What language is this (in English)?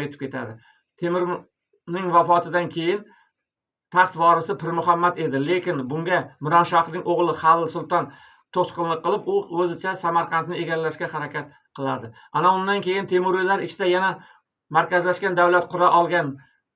Uzbek